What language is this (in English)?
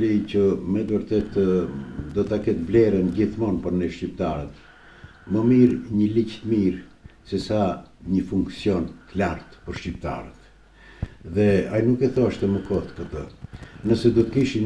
Albanian